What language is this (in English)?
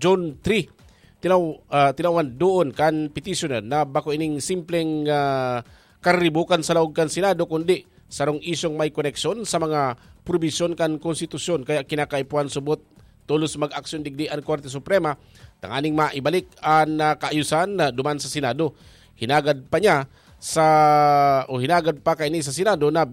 Bikol